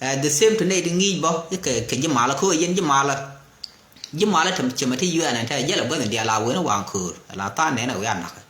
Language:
Nuer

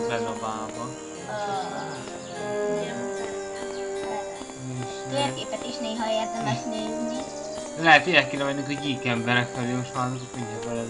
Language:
Hungarian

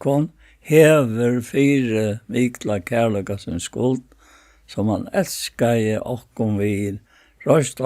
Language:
Faroese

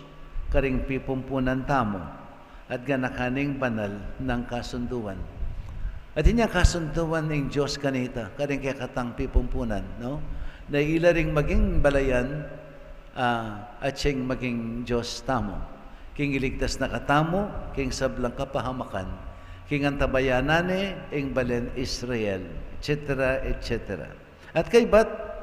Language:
Pampanga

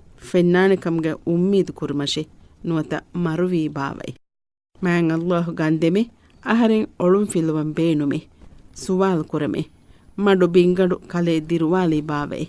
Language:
Divehi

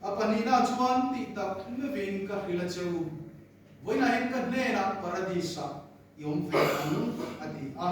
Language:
Mizo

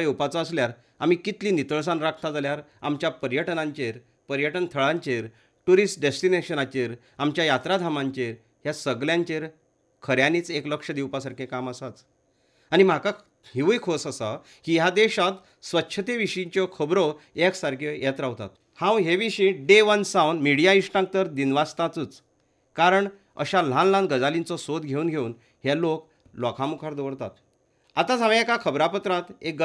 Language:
Konkani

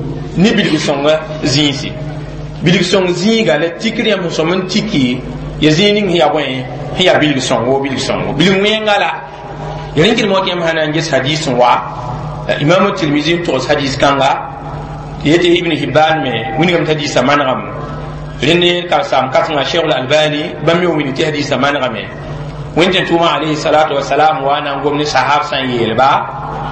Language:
Mossi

